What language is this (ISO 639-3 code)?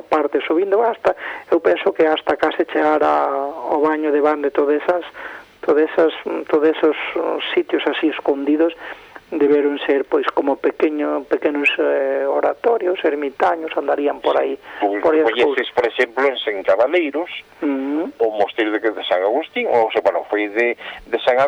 glg